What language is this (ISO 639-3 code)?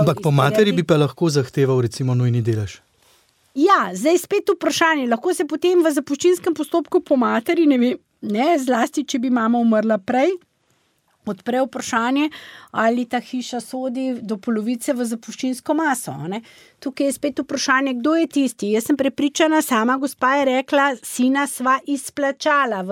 slv